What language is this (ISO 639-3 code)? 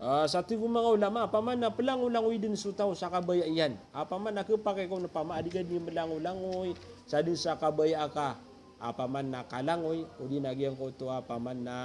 mrw